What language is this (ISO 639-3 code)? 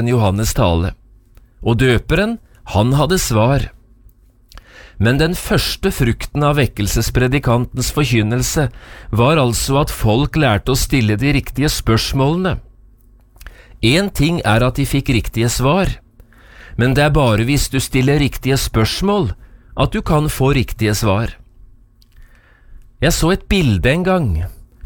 nor